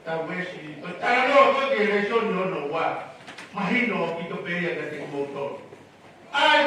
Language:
Tongan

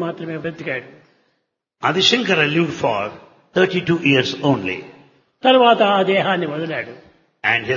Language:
Telugu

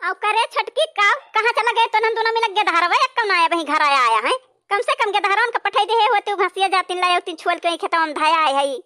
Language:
Awadhi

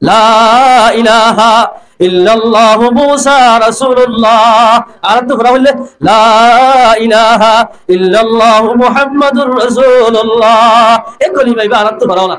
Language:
Rohingya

